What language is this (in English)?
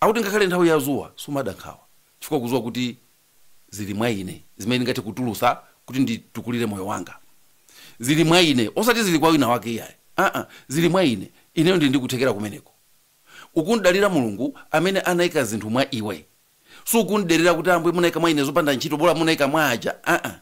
Nyanja